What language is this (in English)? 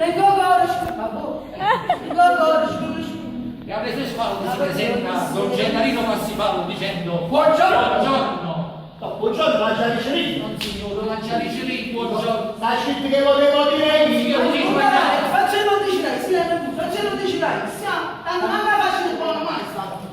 Neapolitan